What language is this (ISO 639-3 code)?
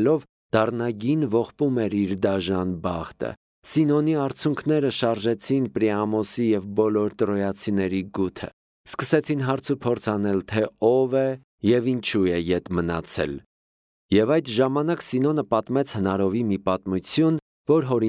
hye